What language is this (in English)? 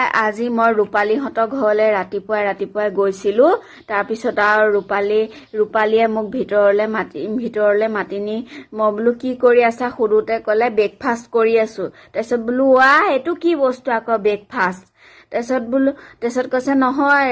Assamese